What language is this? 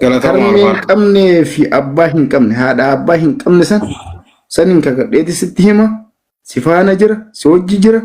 Oromo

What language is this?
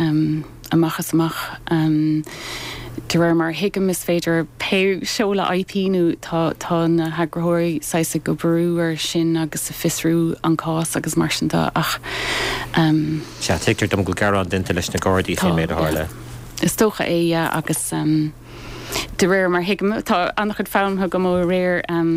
Irish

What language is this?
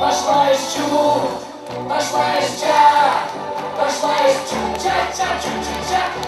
Chuvash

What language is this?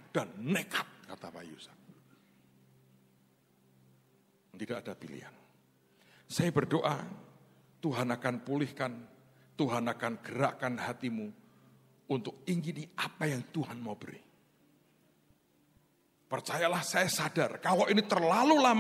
Indonesian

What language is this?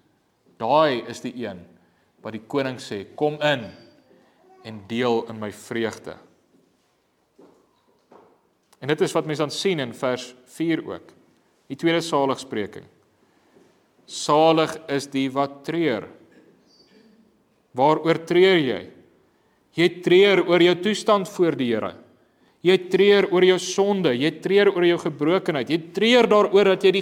Afrikaans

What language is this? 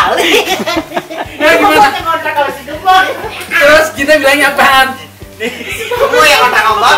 Betawi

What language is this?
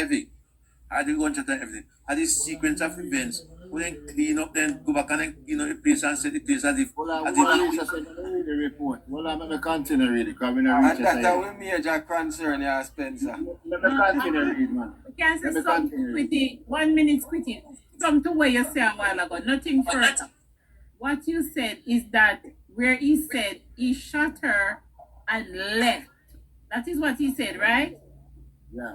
Jamaican Creole English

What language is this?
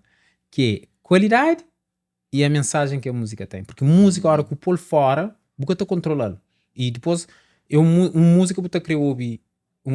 Kabuverdianu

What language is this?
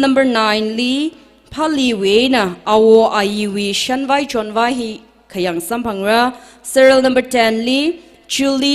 Tangkhul Naga (India)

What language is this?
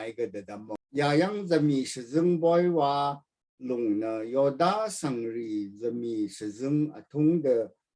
Rawang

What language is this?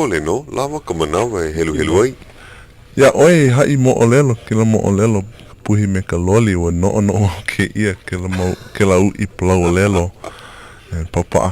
Hawaiian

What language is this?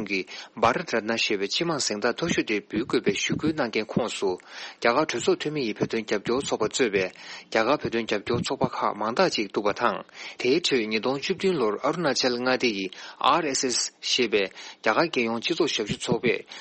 Tibetan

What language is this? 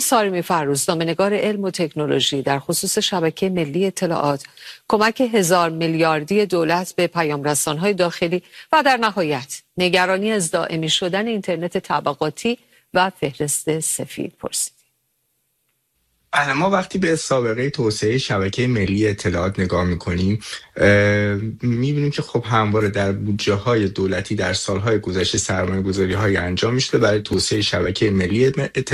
Persian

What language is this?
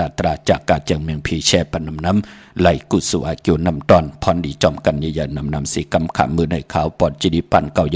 Shan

